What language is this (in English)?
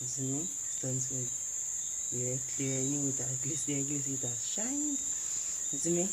Jamaican Creole English